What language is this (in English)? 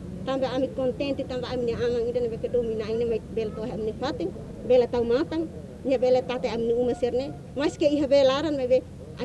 Tetum